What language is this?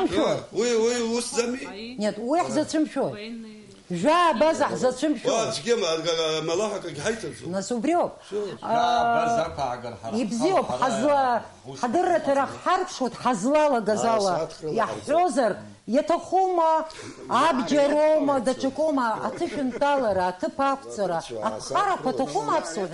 Abkhazian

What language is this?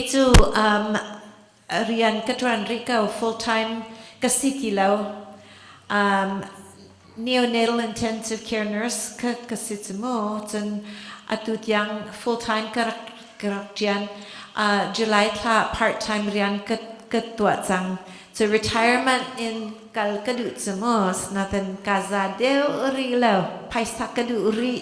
Hakha Chin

